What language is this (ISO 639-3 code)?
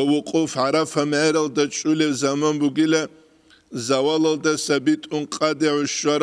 ava